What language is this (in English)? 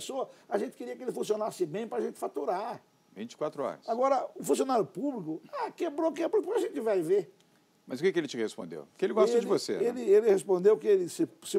Portuguese